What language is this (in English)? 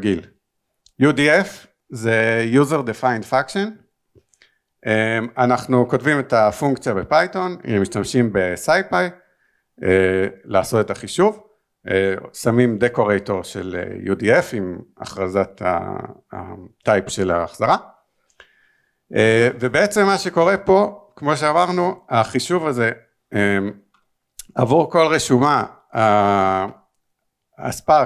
Hebrew